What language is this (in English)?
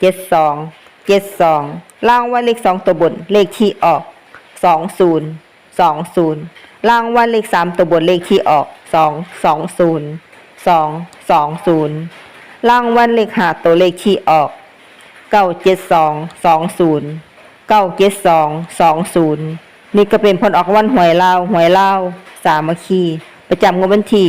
Lao